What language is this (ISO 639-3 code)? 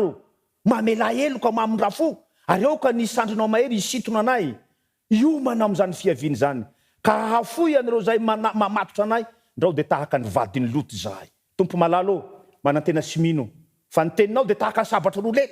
mlg